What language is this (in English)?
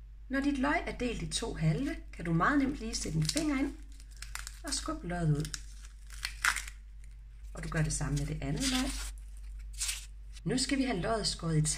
Danish